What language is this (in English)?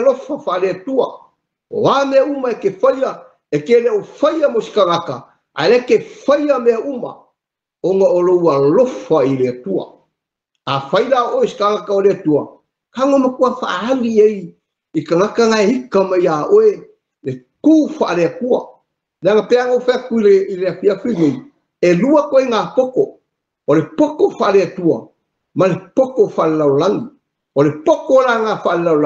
Samoan